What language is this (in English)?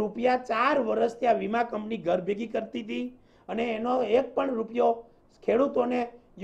Gujarati